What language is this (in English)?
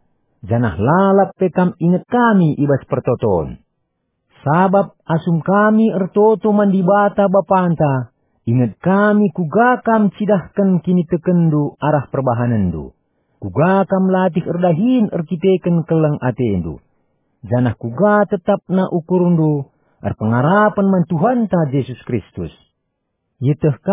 Batak Karo